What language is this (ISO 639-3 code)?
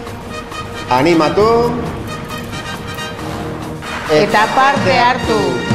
eus